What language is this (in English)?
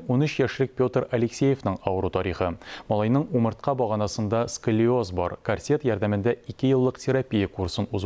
Tatar